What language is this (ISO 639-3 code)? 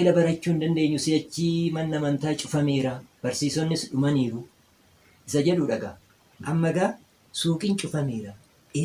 orm